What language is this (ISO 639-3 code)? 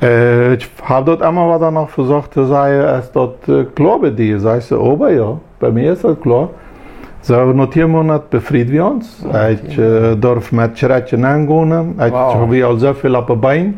pdt